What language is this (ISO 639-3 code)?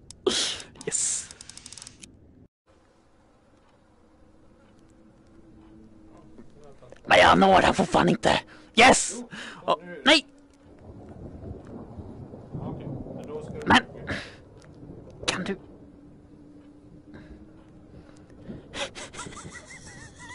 swe